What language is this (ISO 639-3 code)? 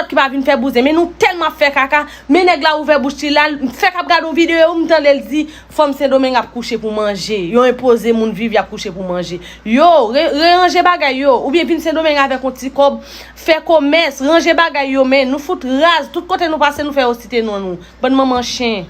hat